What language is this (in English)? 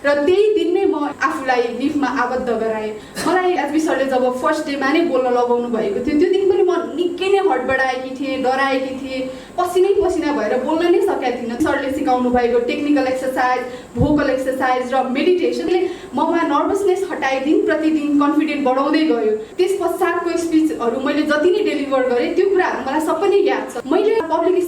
Nepali